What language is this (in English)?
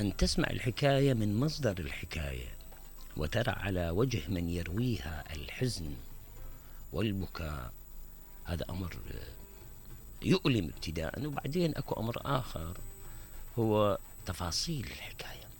Mesopotamian Arabic